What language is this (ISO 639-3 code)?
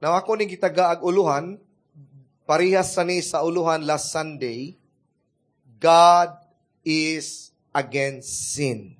ceb